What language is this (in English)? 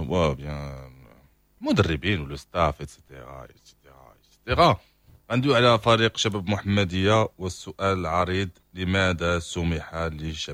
Moroccan Arabic